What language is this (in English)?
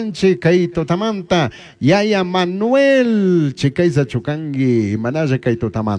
Chimborazo Highland Quichua